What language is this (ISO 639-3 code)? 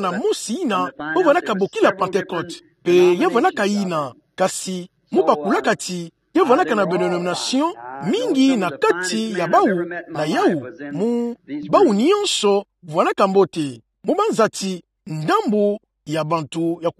ktu